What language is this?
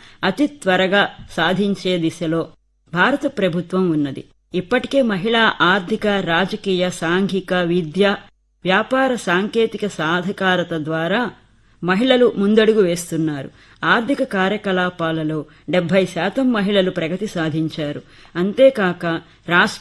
Telugu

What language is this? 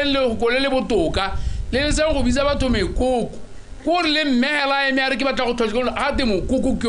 Tswana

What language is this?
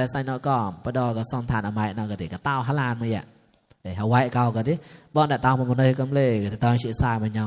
Mon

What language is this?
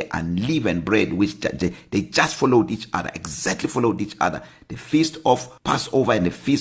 English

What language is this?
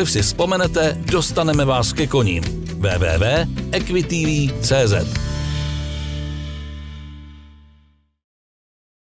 Czech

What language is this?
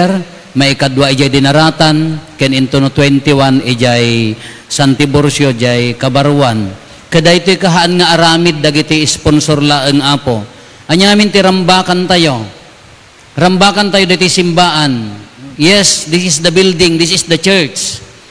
Iloko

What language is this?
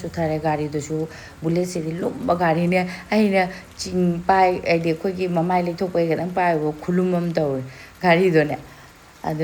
Manipuri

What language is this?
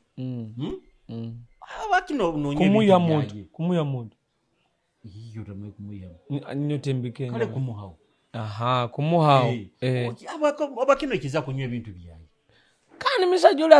Nyoro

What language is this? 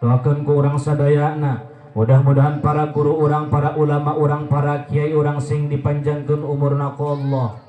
Sundanese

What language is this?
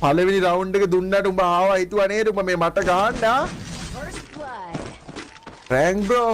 Sinhala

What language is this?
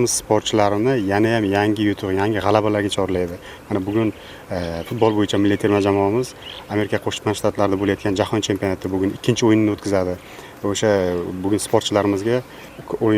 Uzbek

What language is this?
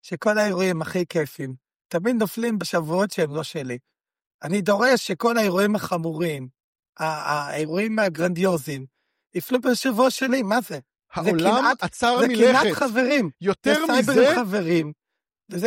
Hebrew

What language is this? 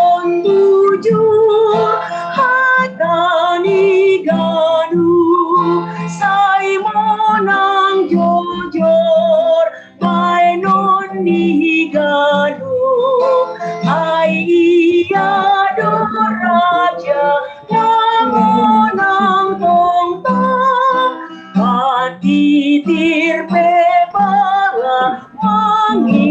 Batak Simalungun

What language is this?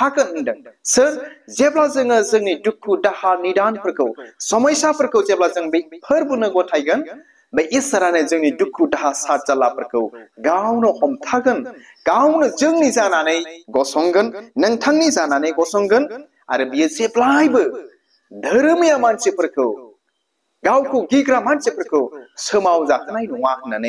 Bodo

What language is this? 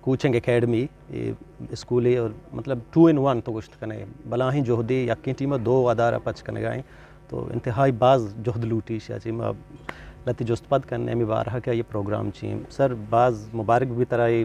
Eastern Balochi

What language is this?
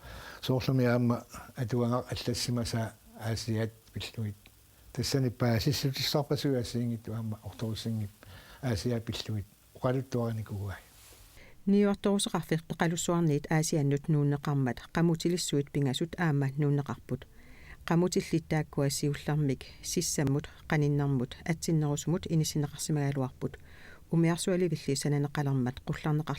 Kalaallisut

